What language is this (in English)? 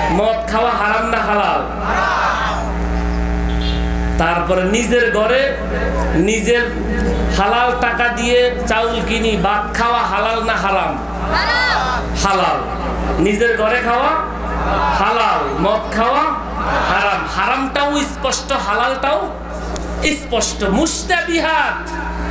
Bangla